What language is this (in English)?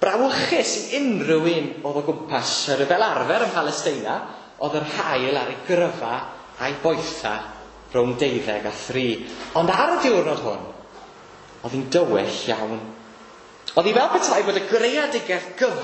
Welsh